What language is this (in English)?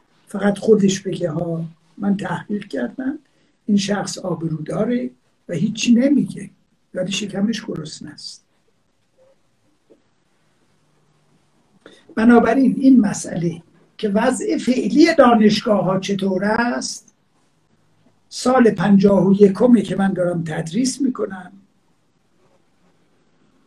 Persian